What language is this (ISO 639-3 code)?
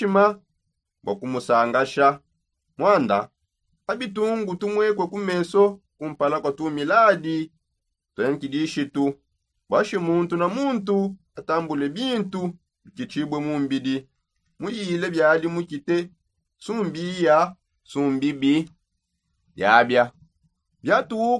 sop